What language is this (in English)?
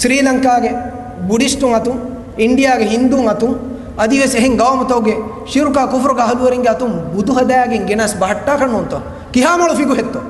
Divehi